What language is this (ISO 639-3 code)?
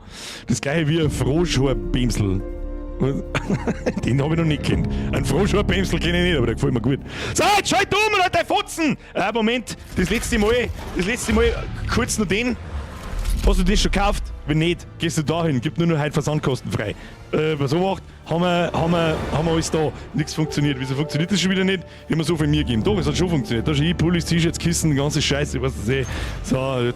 bar